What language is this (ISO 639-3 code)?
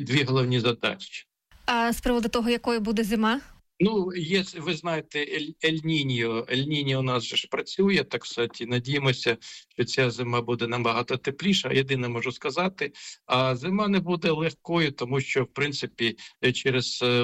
ukr